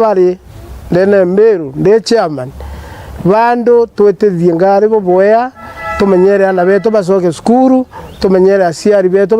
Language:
Meru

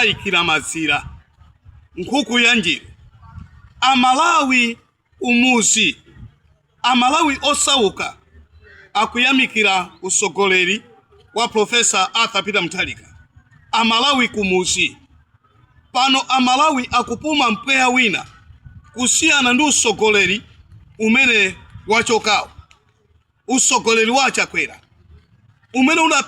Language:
Nyanja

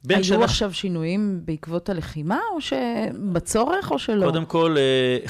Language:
Hebrew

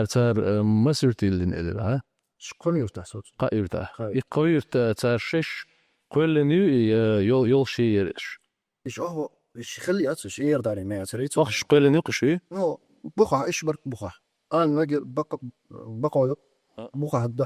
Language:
Chechen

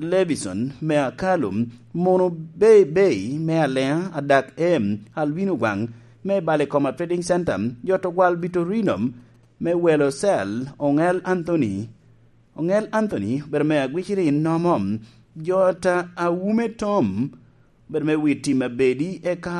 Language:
Lango (Uganda)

